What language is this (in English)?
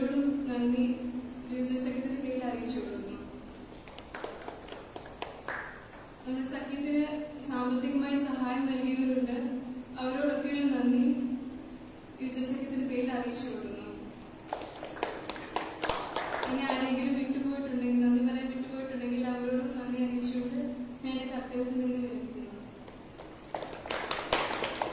Malayalam